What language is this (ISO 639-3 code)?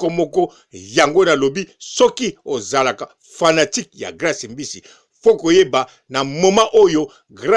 lin